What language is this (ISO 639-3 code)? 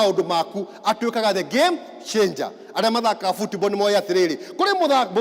kik